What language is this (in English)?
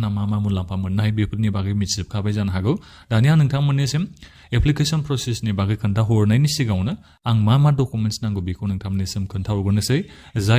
Bodo